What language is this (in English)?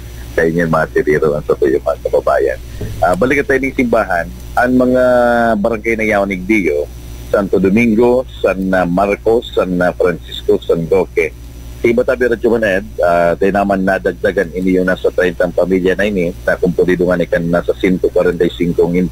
Bikol